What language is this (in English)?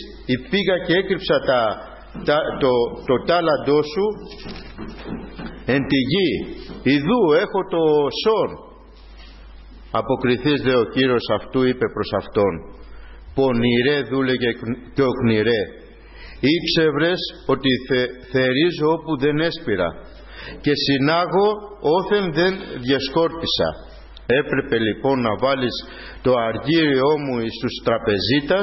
Greek